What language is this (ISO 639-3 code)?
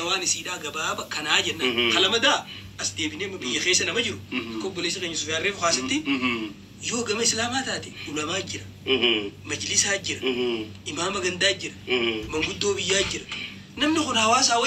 orm